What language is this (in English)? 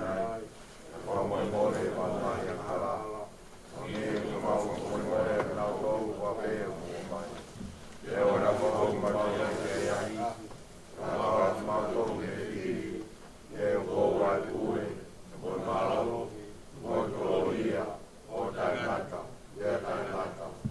Tongan